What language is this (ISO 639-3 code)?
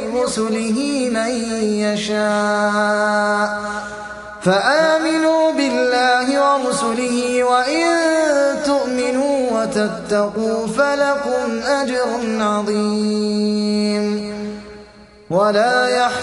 ara